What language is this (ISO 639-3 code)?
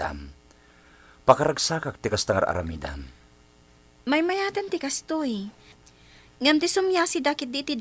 ilo